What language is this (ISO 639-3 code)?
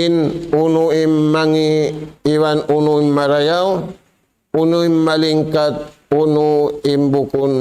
tsg